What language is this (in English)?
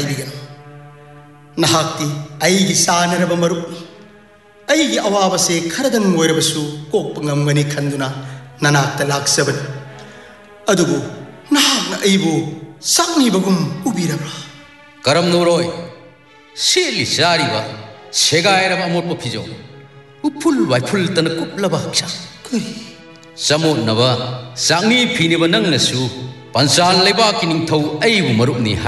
Manipuri